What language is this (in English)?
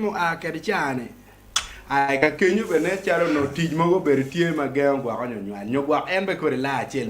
Acoli